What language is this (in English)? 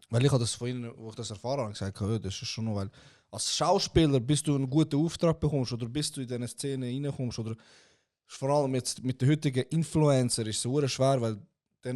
Swiss German